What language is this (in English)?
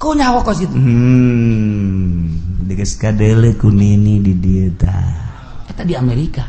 Sundanese